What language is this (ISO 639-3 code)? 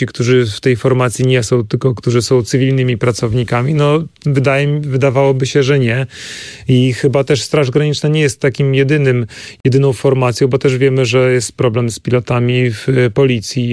pol